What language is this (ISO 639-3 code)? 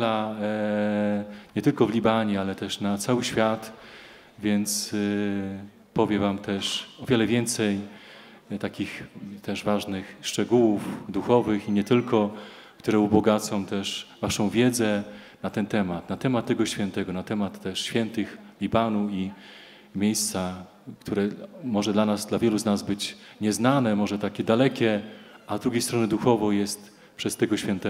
pol